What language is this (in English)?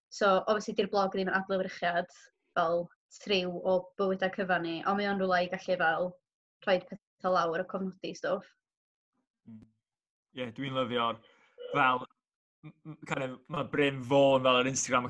Welsh